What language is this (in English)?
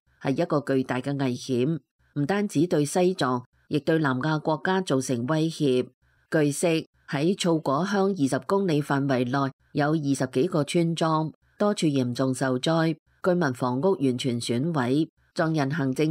Cantonese